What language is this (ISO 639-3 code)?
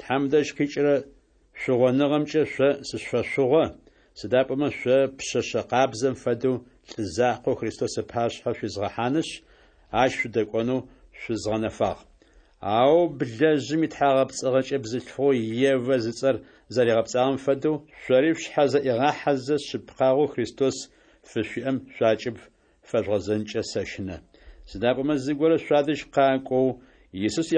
ady